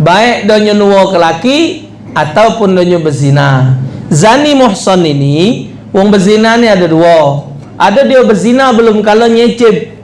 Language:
Musi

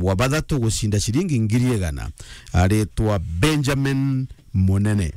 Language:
Meru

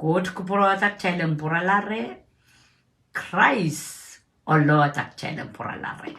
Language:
Pohnpeian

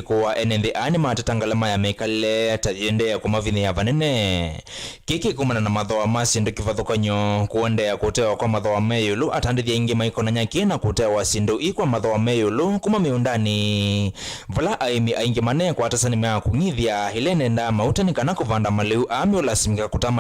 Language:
Kamba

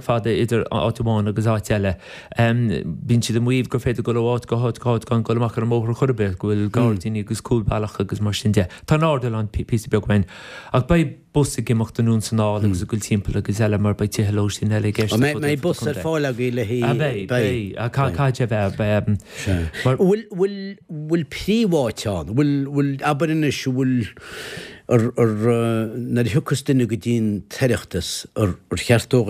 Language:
Irish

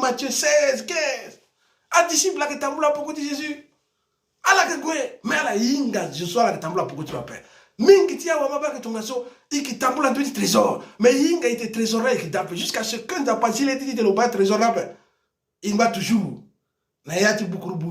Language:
Sango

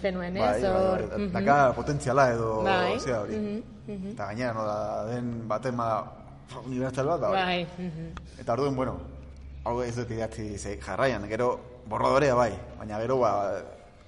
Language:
Basque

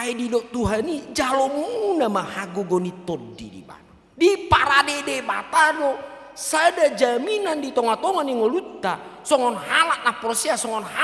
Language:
Batak Toba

